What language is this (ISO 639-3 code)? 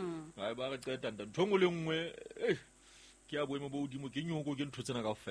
sot